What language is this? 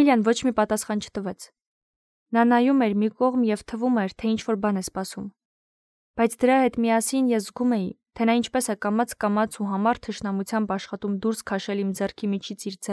Armenian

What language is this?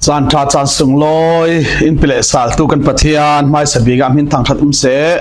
Falam Chin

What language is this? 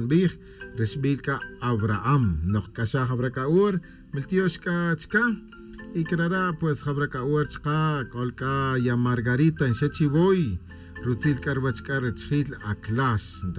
Kaqchikel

